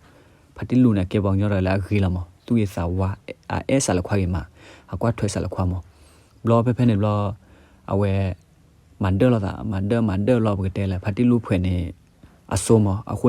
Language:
S'gaw Karen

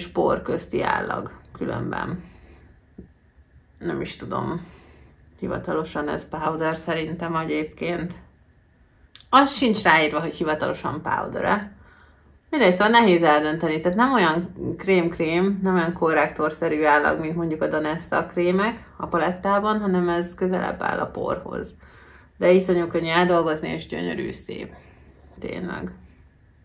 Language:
Hungarian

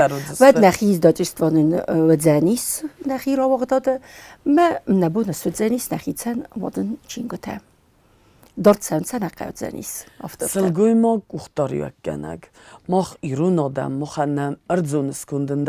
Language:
Ossetic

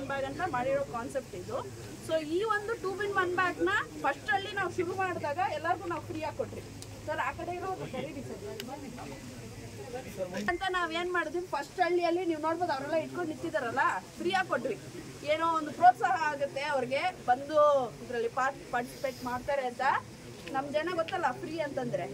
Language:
Kannada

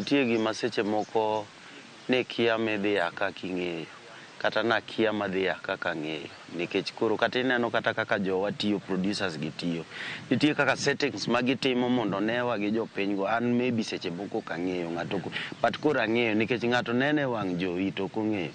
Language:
Luo (Kenya and Tanzania)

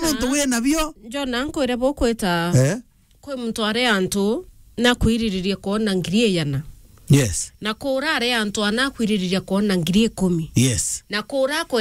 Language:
Meru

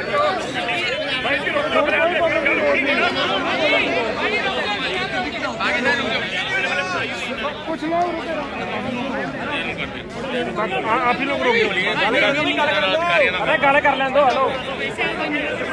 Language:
Punjabi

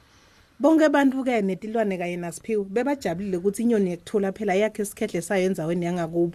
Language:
Swati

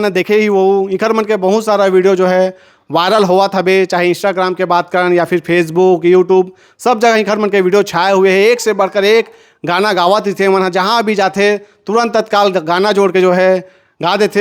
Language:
Chhattisgarhi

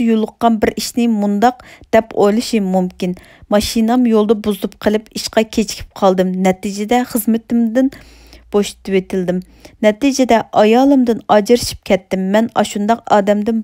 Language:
Uyghur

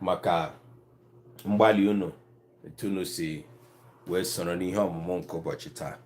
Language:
Igbo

